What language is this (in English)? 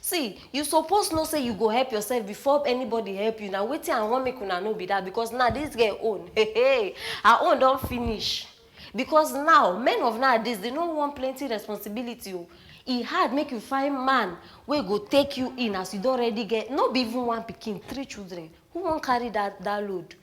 Nigerian Pidgin